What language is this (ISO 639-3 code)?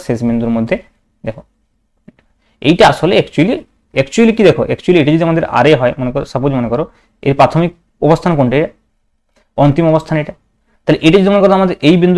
ben